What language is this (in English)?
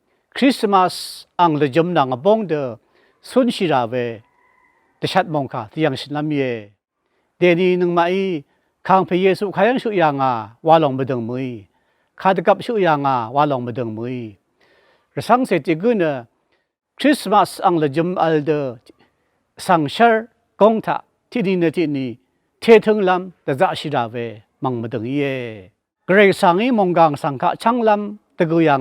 Rawang